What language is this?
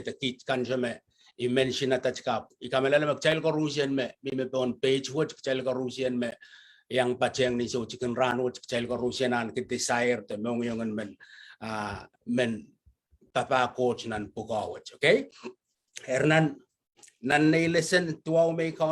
Pohnpeian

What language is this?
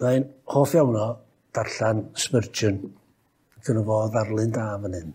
Welsh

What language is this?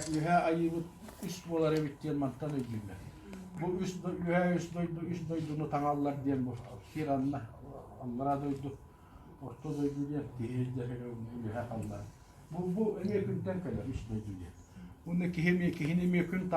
Yakut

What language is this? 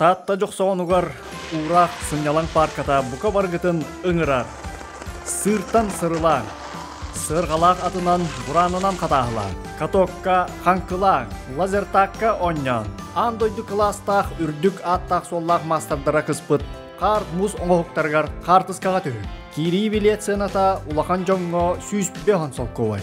Yakut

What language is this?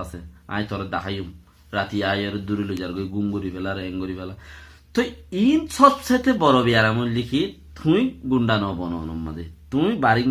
Rohingya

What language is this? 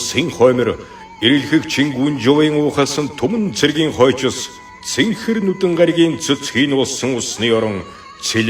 Mongolian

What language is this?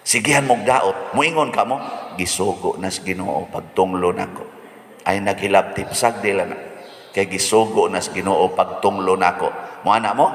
Cebuano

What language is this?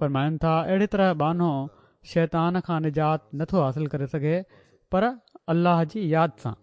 Sindhi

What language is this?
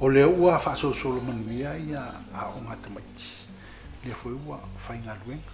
Samoan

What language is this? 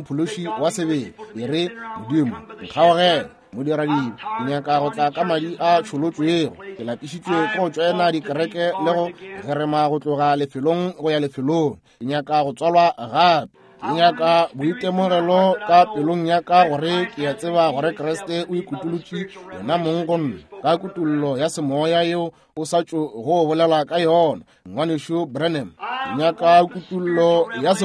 Northern Sotho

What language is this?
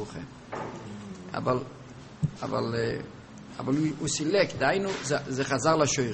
Hebrew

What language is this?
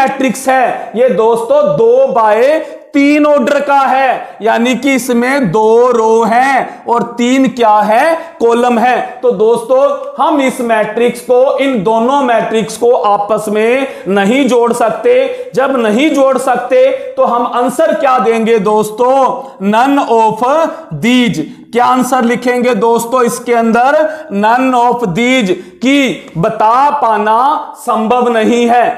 Hindi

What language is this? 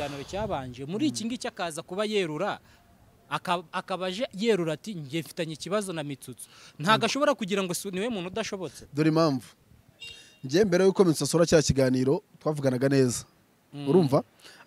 Kinyarwanda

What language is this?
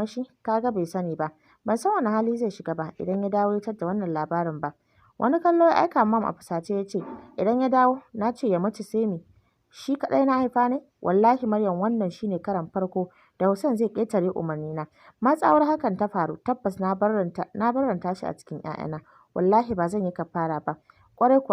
Hausa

